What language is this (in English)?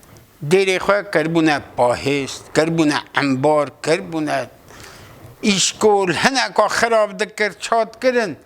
Kurdish